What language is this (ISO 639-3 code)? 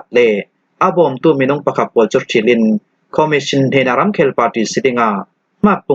cnh